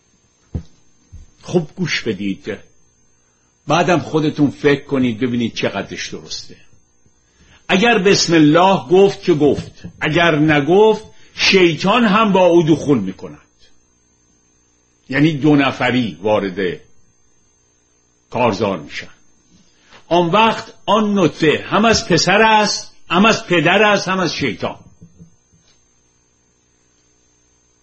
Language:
Persian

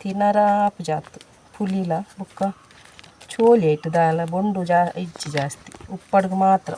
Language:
Tulu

